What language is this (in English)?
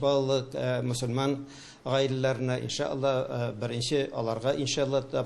Tatar